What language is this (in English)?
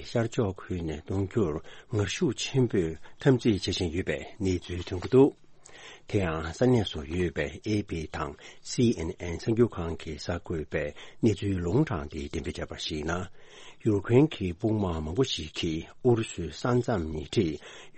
Tibetan